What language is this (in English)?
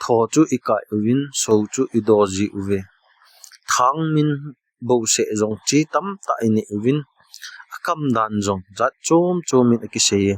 Thado Chin